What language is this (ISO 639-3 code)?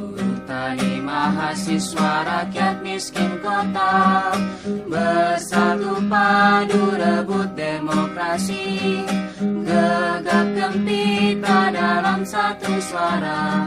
abs